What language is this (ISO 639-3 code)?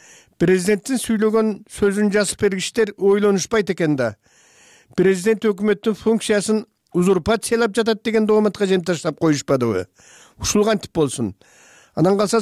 kir